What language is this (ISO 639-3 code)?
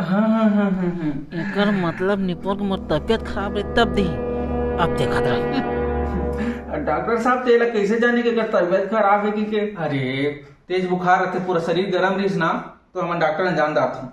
hne